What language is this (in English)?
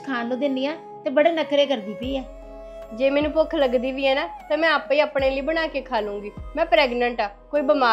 Punjabi